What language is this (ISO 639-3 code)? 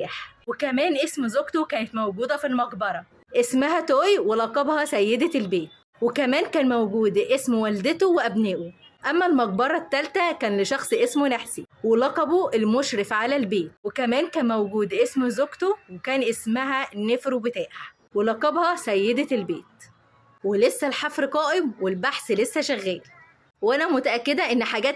arz